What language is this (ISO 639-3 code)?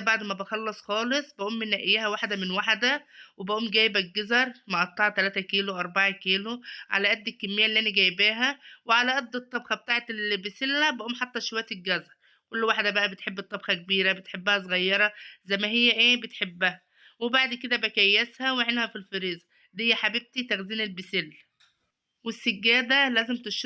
arz